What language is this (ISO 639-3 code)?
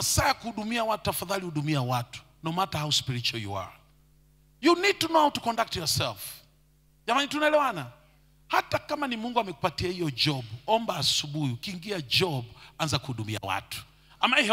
swa